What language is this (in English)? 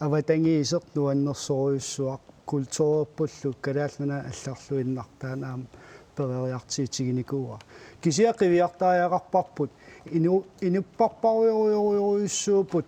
Kalaallisut